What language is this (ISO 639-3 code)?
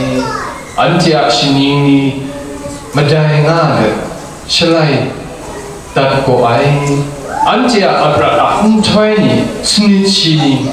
kac